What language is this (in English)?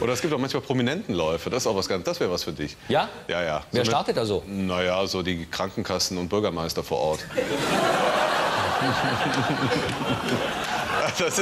German